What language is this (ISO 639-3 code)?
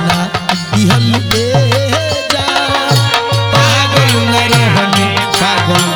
bho